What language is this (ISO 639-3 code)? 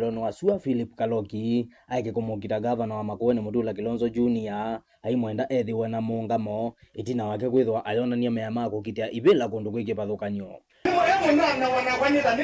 kam